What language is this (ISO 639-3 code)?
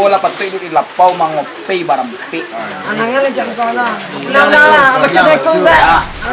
min